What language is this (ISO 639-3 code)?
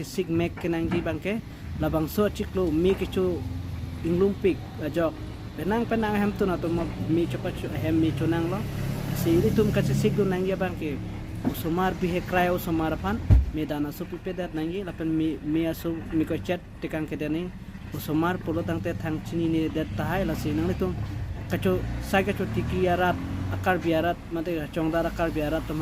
mjw